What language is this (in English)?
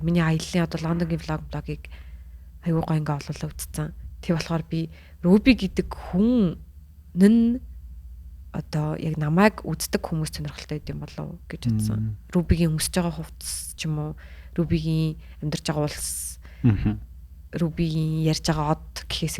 Mongolian